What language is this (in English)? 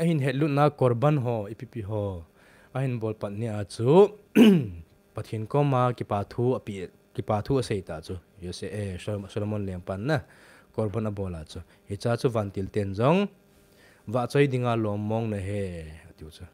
Thado Chin